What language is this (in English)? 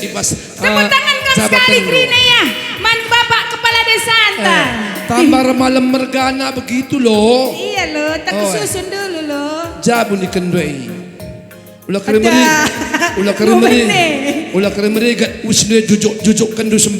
Batak Karo